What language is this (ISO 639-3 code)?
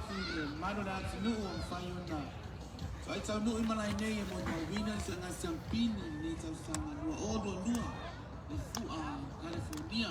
smo